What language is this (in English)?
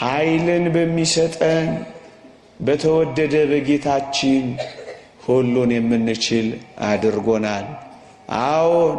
Amharic